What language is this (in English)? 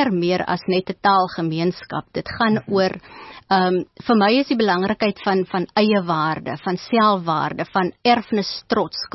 Afrikaans